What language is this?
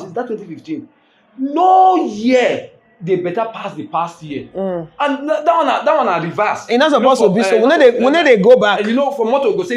Nigerian Pidgin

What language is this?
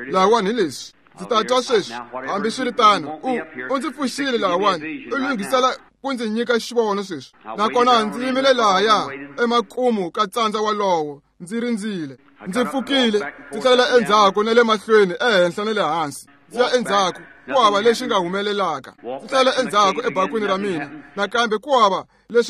Tsonga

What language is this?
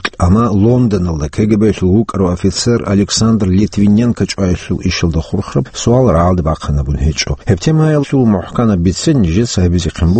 Avaric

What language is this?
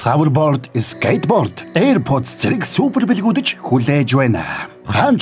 Mongolian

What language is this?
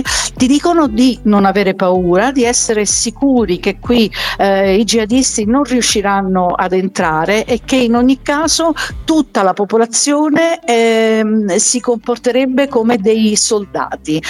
Italian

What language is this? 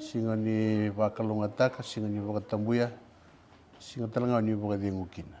Fijian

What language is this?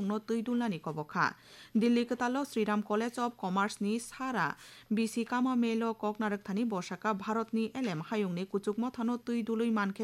Kok Borok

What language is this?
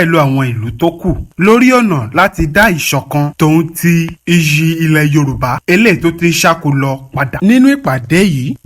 Yoruba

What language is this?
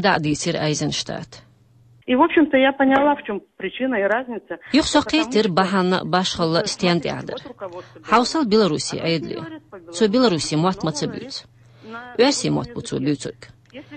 Chechen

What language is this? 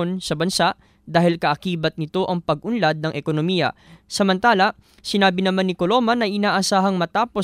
Filipino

